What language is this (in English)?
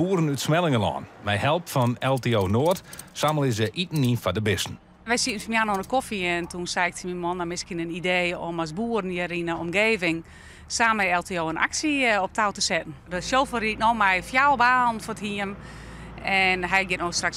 Western Frisian